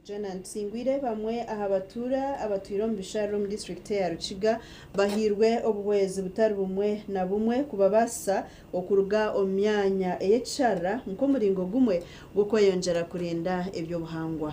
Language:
Nyankole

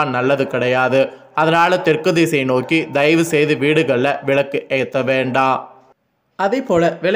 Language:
Tamil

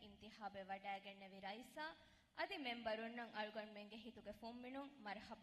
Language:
Divehi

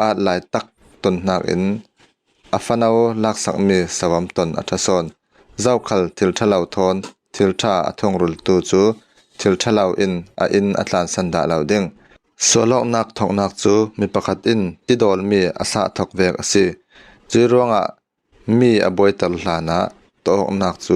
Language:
Falam Chin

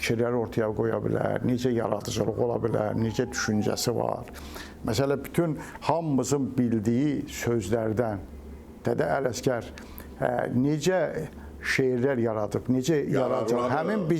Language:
Azerbaijani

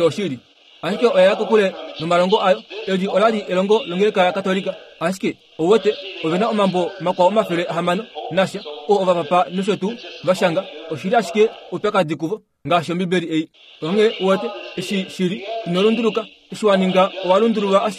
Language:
Kuanyama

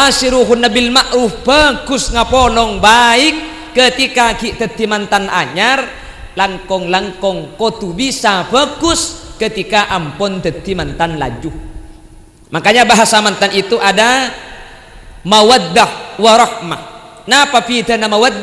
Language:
Madurese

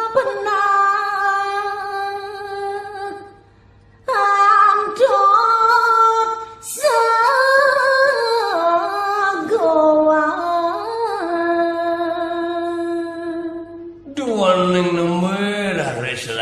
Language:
Balinese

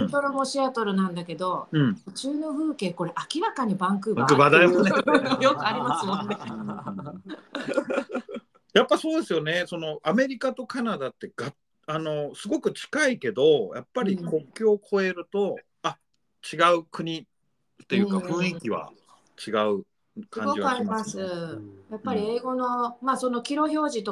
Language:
Japanese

